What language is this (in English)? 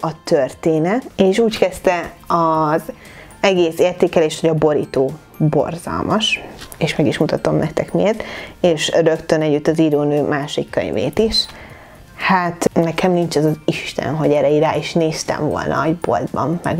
Hungarian